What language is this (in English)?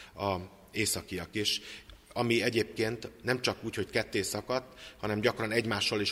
Hungarian